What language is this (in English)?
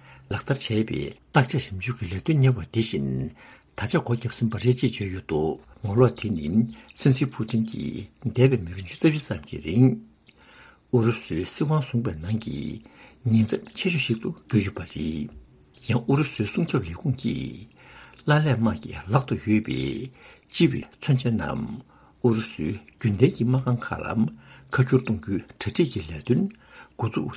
Tibetan